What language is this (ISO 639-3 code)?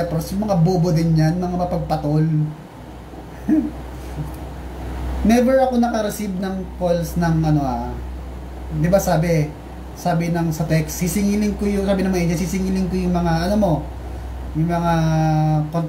fil